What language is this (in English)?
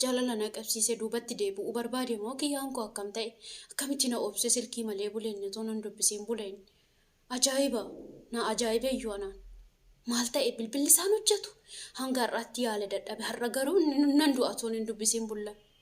Oromo